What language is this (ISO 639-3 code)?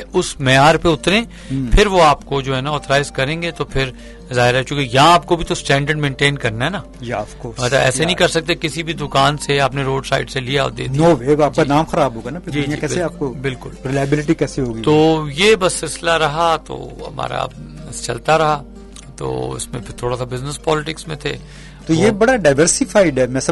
urd